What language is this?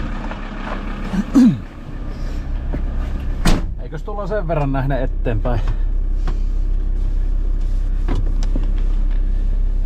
Finnish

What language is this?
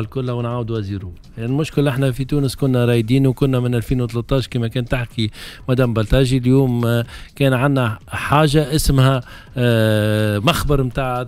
Tunisian Arabic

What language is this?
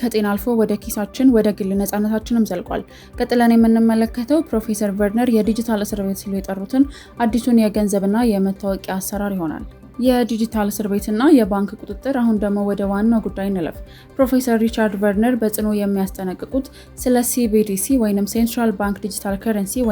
Amharic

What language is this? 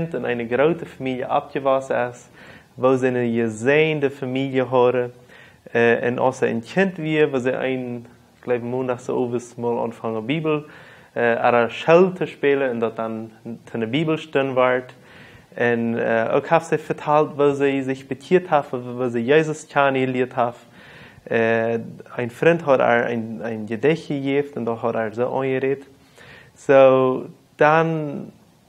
Plautdietsch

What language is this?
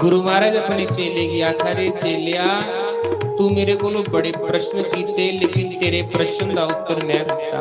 Dogri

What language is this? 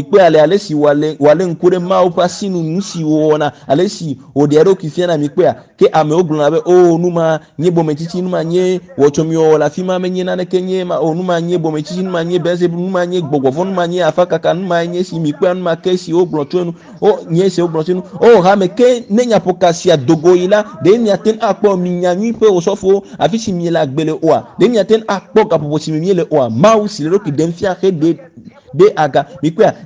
Ewe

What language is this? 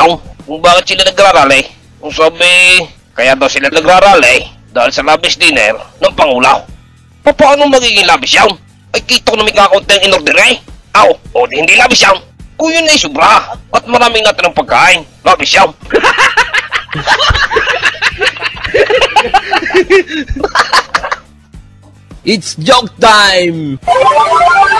Filipino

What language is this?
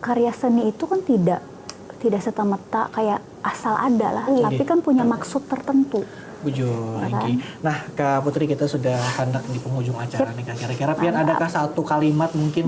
Banjar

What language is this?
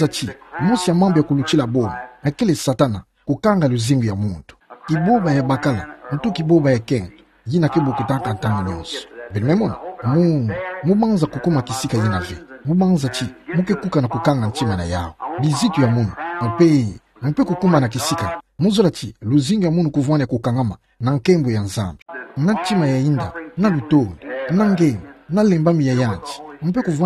Kituba (Democratic Republic of Congo)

